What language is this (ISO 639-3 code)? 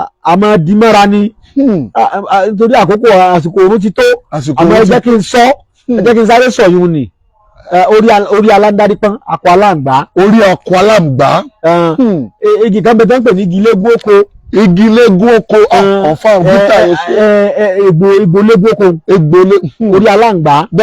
yor